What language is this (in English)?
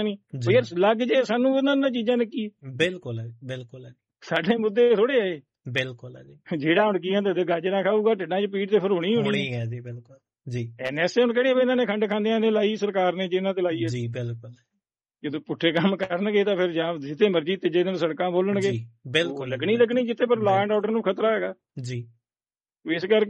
Punjabi